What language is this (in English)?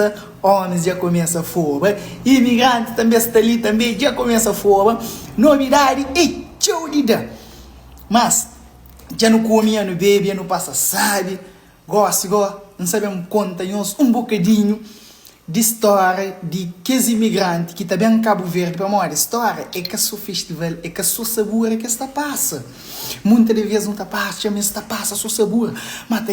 Kabuverdianu